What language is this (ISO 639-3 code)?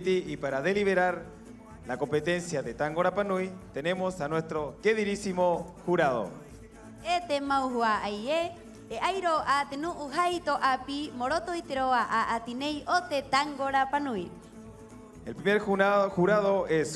rap